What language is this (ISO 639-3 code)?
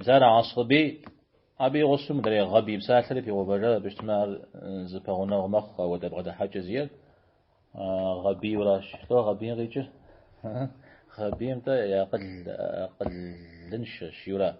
kbd